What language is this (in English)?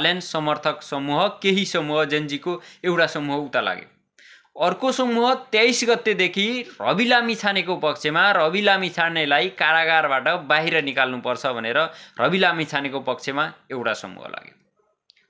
Nepali